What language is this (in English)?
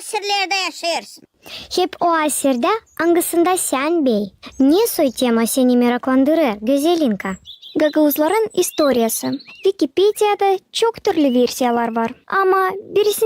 Gagauz